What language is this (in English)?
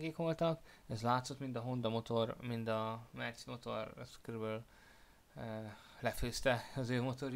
Hungarian